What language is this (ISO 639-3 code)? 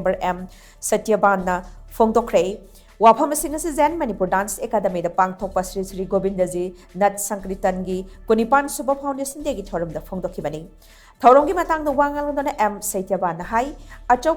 mni